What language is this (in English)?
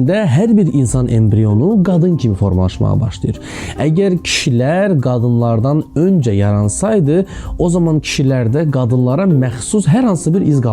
Azerbaijani